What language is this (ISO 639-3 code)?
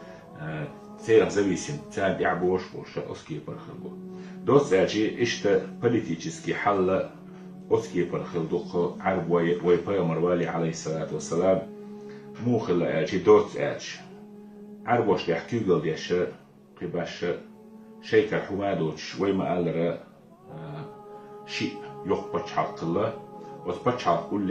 che